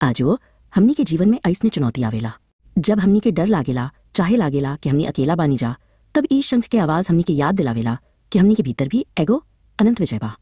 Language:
Bhojpuri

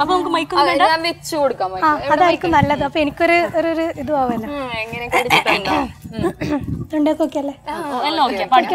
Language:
Malayalam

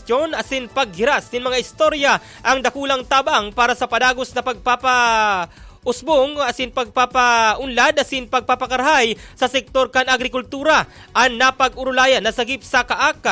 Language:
Bikol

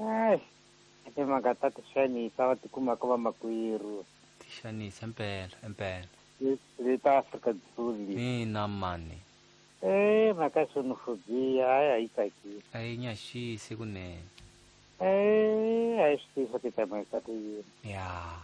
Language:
Tsonga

